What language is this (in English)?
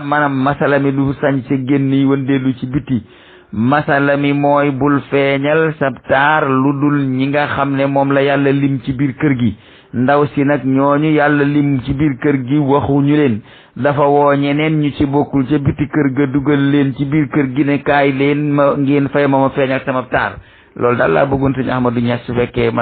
Wolof